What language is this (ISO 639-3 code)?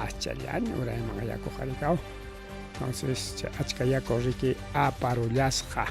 quy